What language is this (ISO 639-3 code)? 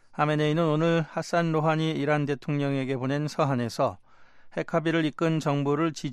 kor